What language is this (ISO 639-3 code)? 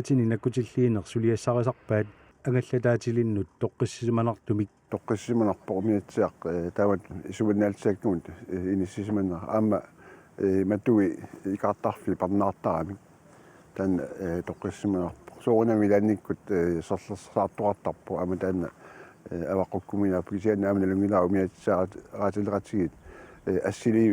kal